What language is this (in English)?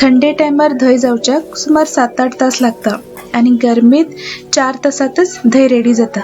Konkani